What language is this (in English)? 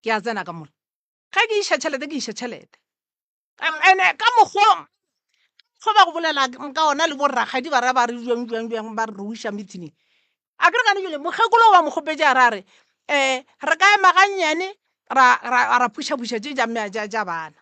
Northern Sotho